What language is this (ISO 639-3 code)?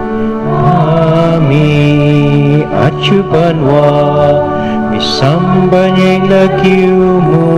pam